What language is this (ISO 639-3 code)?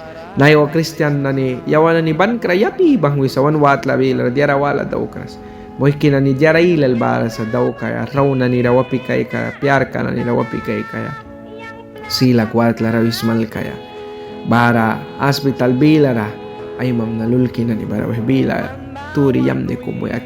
miq